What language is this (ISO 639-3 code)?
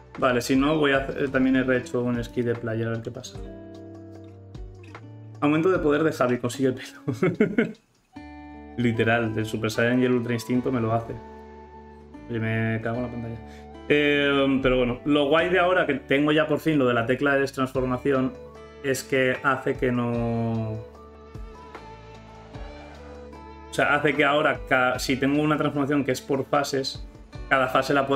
spa